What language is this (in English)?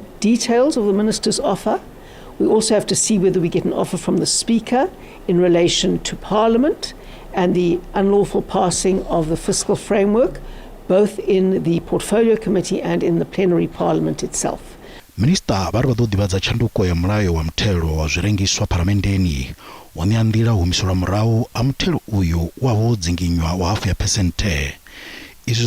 Venda